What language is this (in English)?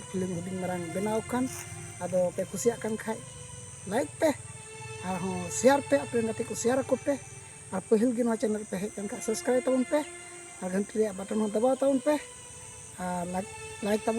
Santali